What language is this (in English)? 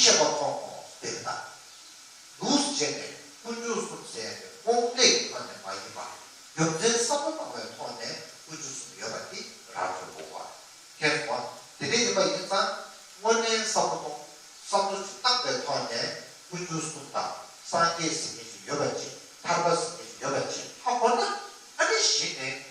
Tibetan